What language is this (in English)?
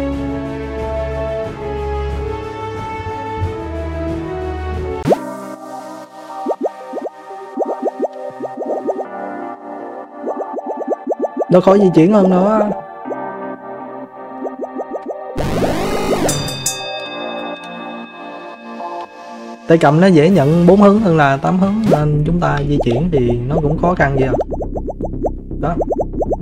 Vietnamese